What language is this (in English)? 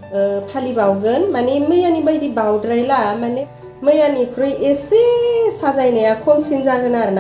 Bodo